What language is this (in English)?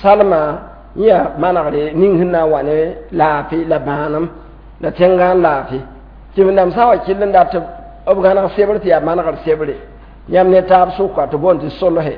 Mossi